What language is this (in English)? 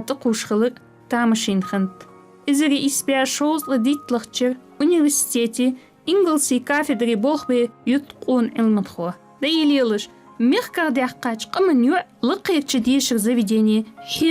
Ingush